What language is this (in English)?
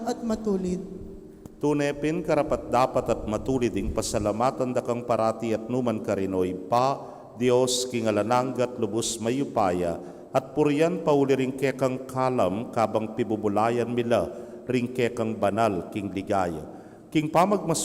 Pampanga